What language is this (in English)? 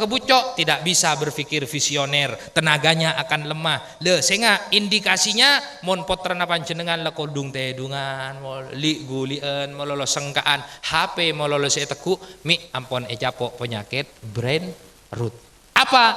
Madurese